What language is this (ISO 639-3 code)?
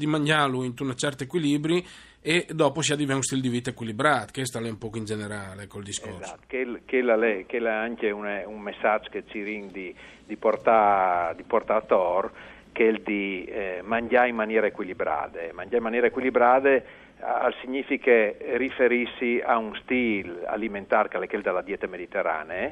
fur